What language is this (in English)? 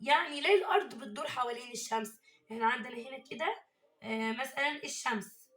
Egyptian Arabic